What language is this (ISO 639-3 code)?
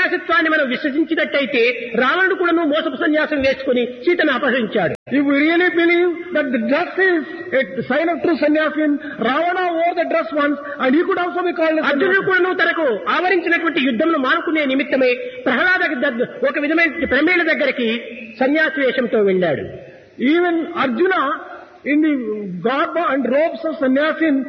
tel